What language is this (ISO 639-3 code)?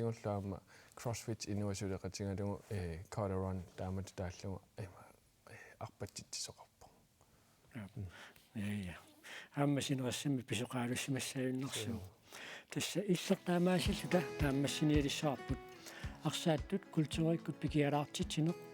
kal